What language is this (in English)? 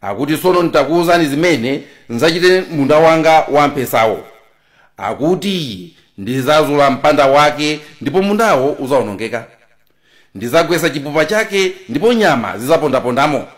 Nyanja